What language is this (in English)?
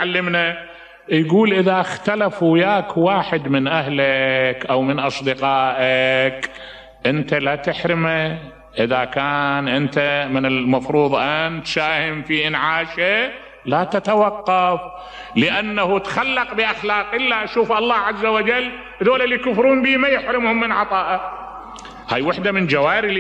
Mesopotamian Arabic